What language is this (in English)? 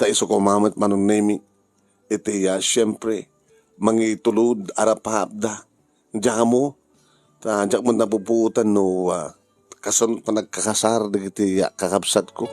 Iloko